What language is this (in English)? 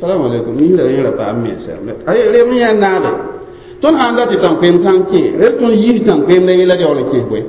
Mossi